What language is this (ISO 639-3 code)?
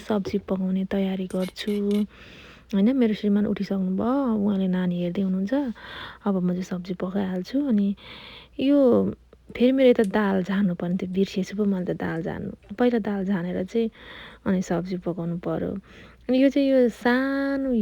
nep